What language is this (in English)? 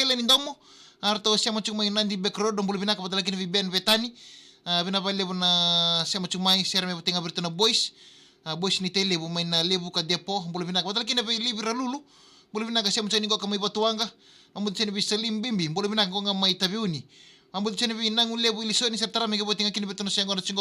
Fijian